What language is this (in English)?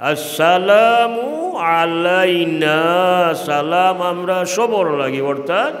Sylheti